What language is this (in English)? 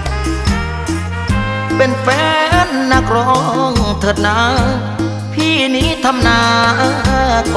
Thai